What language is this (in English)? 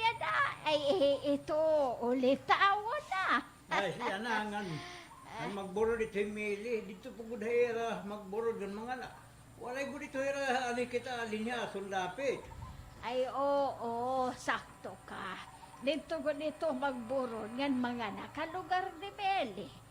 Waray